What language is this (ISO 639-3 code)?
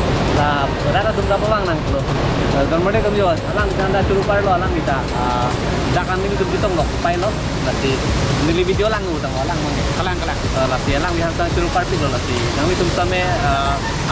mjw